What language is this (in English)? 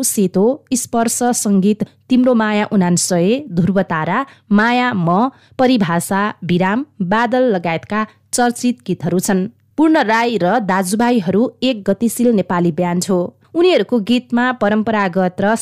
Nepali